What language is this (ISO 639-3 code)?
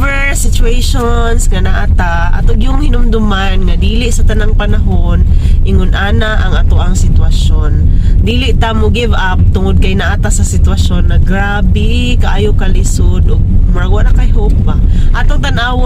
ceb